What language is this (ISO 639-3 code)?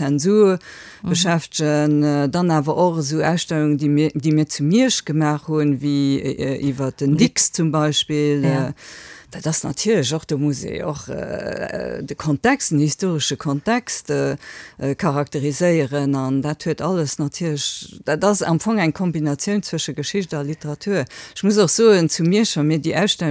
ltz